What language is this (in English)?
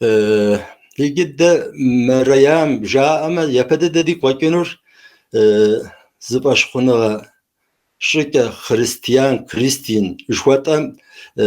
Kabardian